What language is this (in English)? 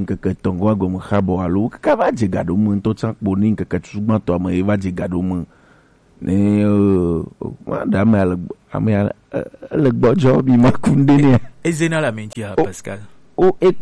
Gen